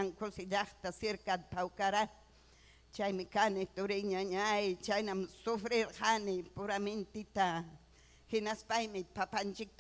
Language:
Ayacucho Quechua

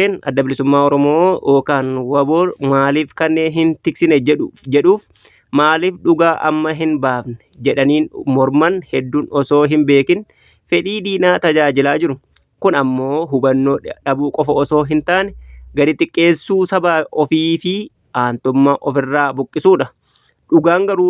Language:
Oromo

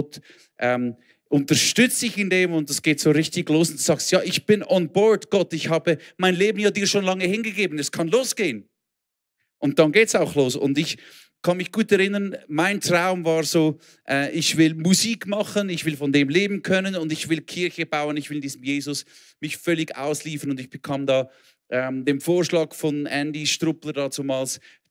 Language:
Swiss German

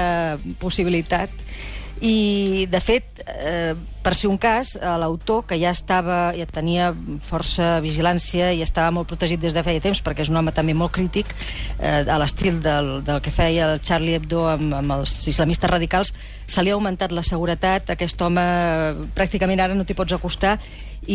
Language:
Catalan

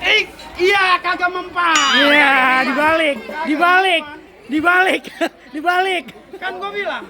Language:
Betawi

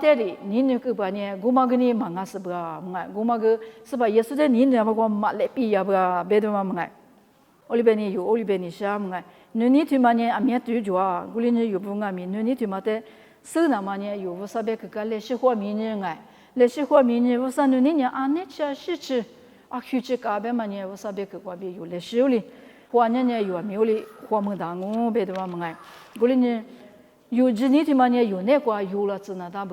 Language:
Lisu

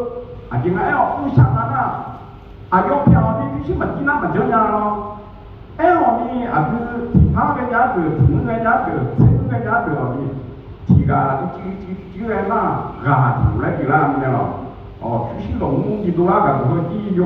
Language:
Akha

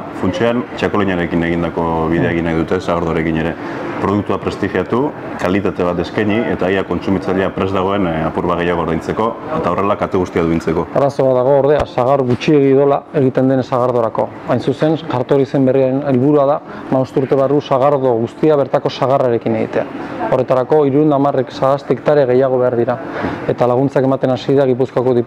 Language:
Basque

